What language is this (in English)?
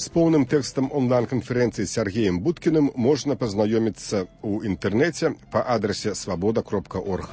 Belarusian